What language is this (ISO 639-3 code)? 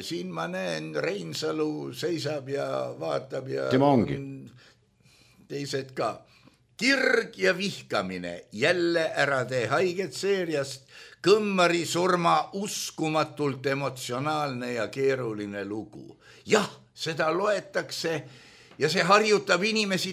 est